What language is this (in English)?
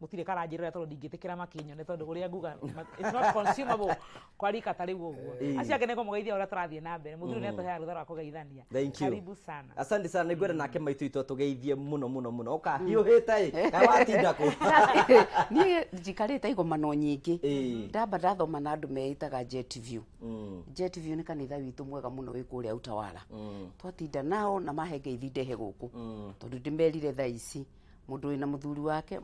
Kikuyu